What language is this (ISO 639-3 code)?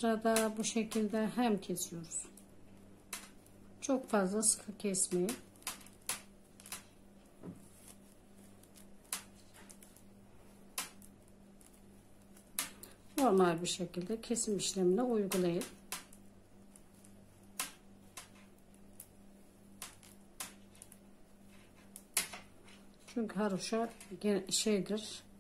tur